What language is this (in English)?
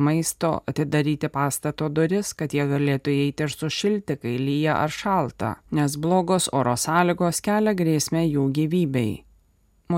Lithuanian